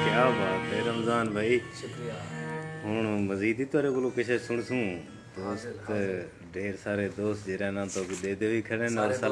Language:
Saraiki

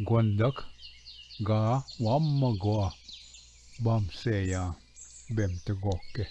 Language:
Ojibwa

